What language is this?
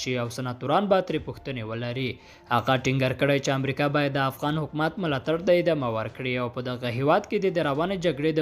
Pashto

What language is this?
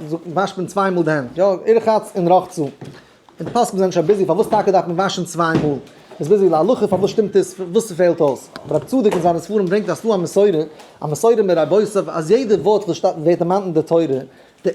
Yiddish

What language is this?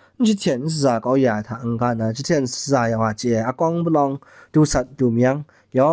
Kachin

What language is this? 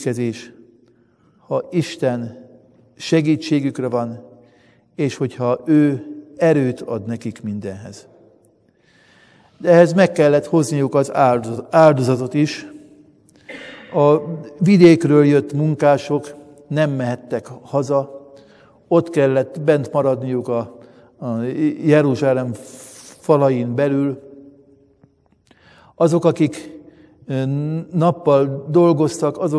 Hungarian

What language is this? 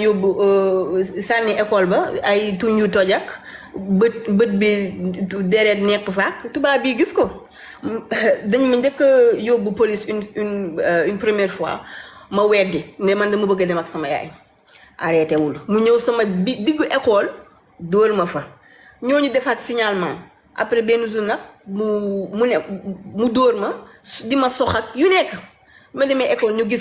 Wolof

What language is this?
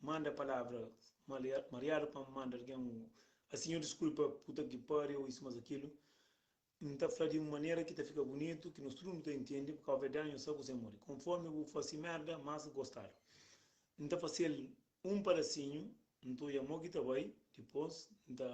Kabuverdianu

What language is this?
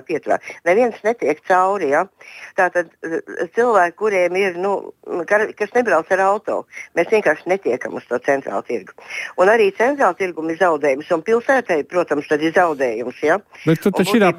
Latvian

